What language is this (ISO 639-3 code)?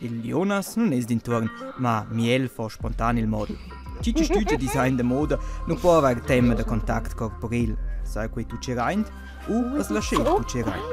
roh